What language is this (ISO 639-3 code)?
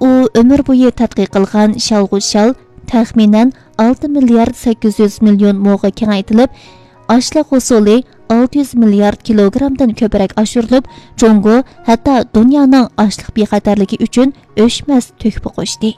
uig